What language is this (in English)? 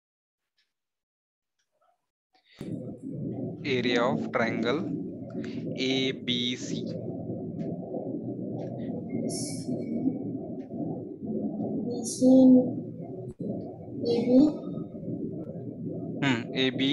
Marathi